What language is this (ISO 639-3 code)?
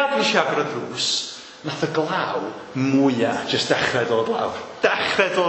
cym